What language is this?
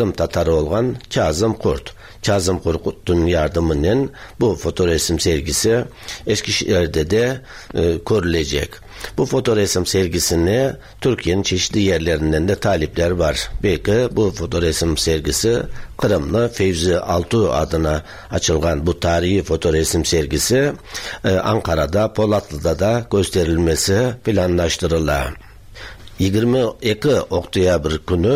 Tatar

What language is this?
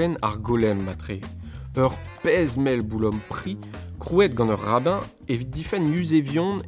Breton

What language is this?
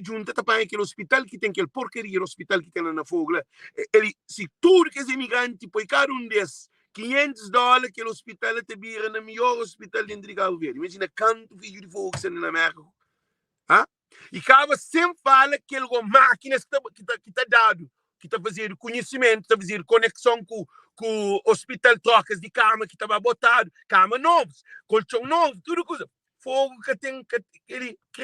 Kabuverdianu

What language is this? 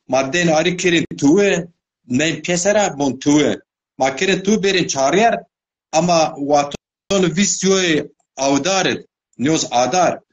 Zaza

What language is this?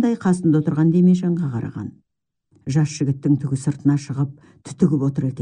Kazakh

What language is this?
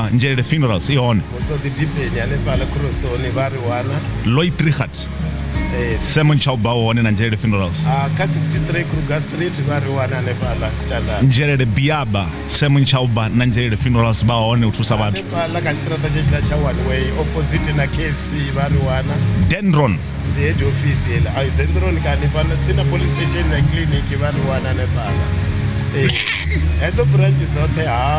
Venda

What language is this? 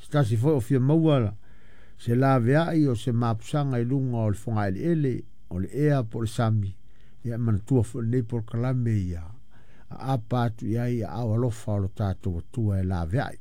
Samoan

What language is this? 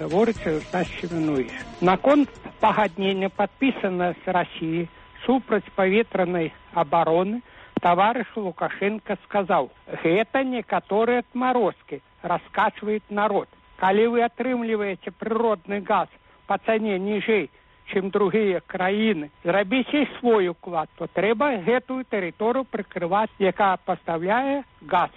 Belarusian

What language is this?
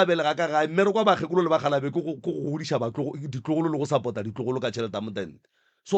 Northern Sotho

